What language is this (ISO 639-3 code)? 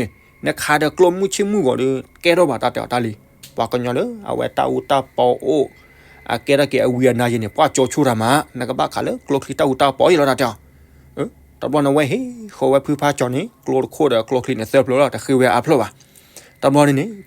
ksw